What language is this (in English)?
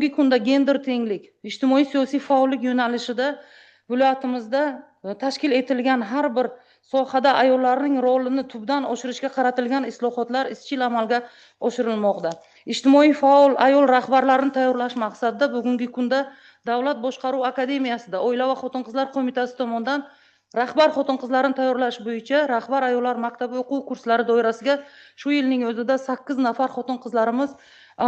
Uzbek